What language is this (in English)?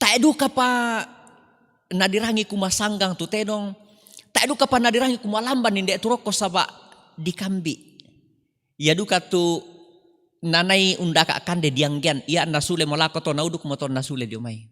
Toraja-Sa'dan